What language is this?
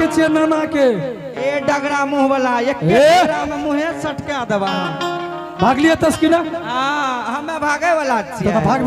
Angika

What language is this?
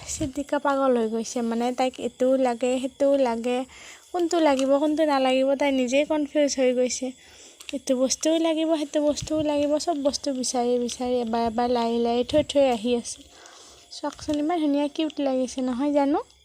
Assamese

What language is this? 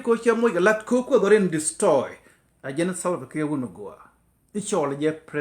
Nuer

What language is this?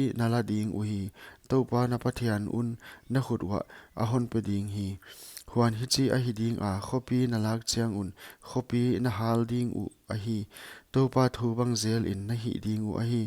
Paite Chin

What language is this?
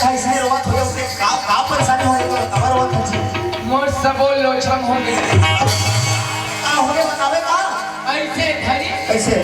Chhattisgarhi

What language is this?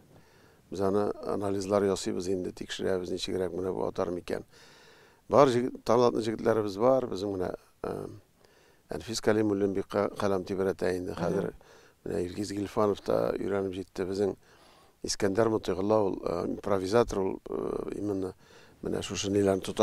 Tatar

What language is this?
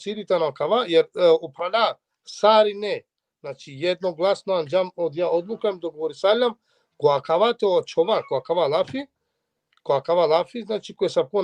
Balkan Romani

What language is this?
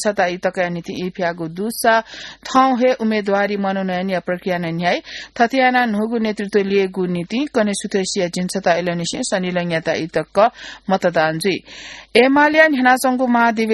Newari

